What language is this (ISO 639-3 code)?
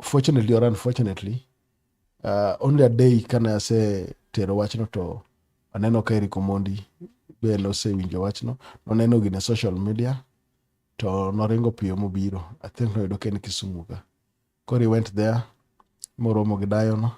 luo